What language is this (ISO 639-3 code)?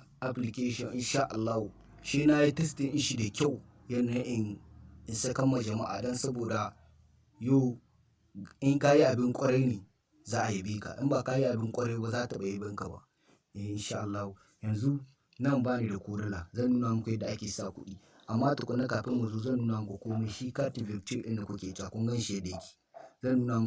hau